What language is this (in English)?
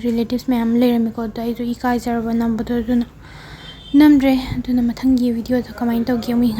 Manipuri